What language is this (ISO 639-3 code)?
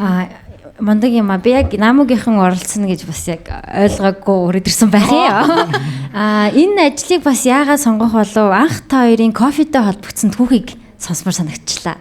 mon